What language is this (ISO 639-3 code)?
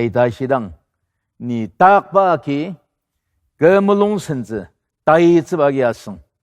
njo